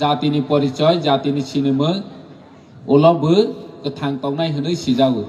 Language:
Kok Borok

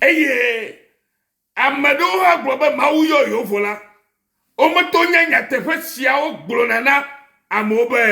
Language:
Ewe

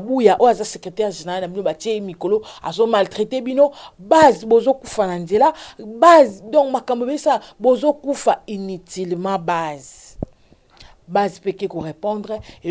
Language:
Lingala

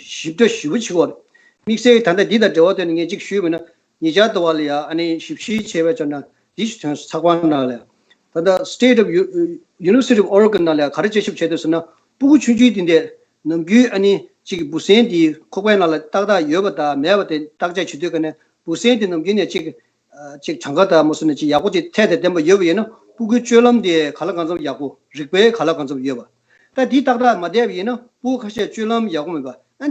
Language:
Tibetan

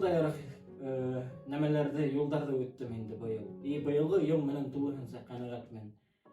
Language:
Bashkir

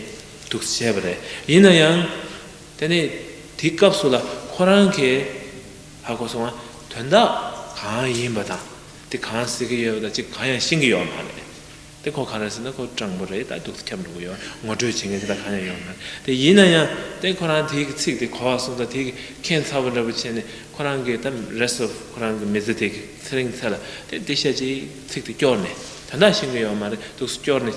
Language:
Tibetan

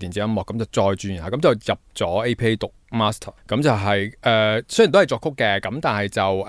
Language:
Cantonese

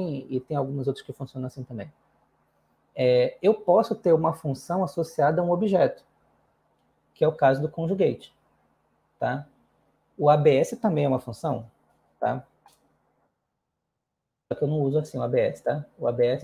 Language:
Portuguese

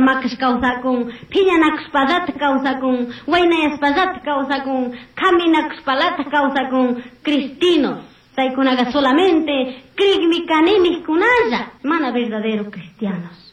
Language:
Chimborazo Highland Quichua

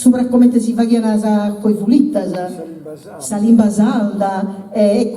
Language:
Sardinian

